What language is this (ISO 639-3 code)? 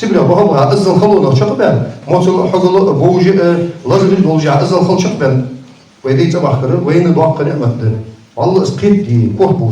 inh